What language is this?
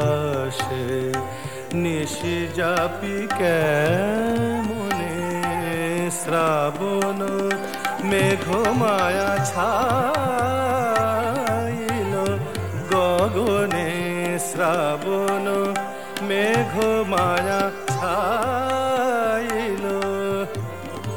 Bangla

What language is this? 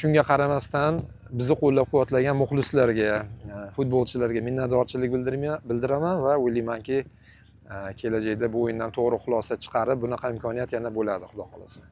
Uzbek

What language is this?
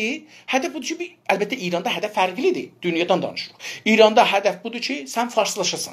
South Azerbaijani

